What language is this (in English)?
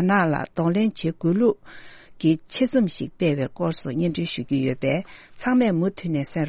Tibetan